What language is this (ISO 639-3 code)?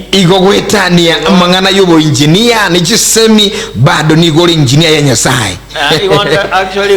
guz